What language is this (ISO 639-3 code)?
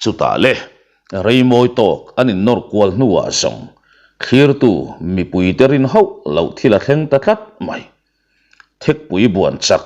lus